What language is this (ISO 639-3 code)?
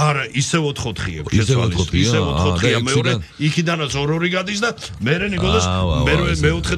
kat